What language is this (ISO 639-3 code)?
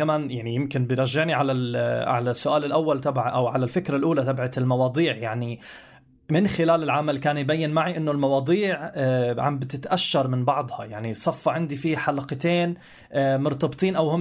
apc